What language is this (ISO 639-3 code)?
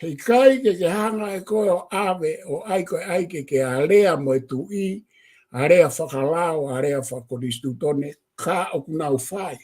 ton